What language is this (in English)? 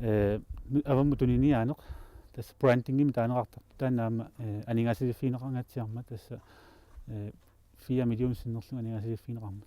Kalaallisut